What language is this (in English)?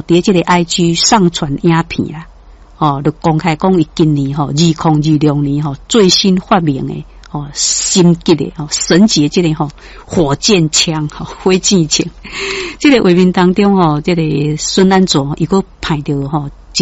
Min Nan Chinese